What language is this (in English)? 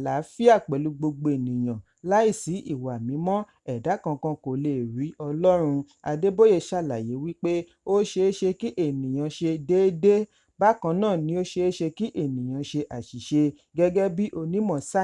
Yoruba